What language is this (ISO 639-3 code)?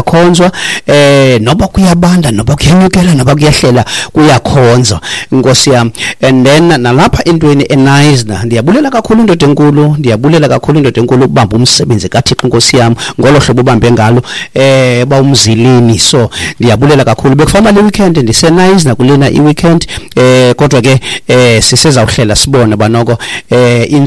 xho